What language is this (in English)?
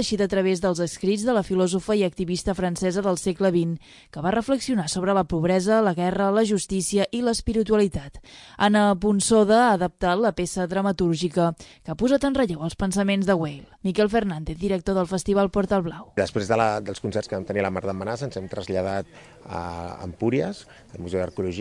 Catalan